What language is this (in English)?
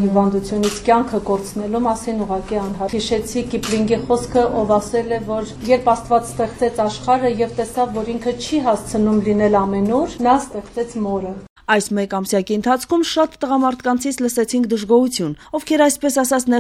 Armenian